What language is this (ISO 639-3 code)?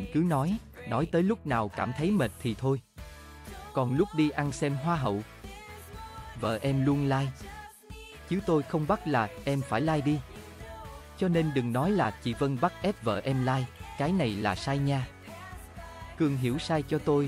vie